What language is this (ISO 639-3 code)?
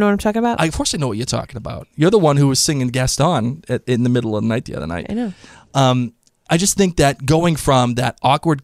eng